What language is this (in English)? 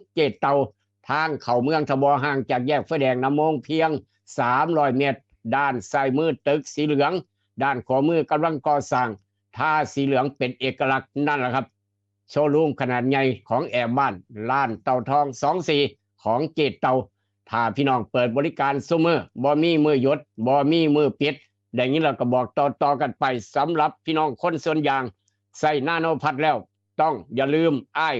Northeastern Thai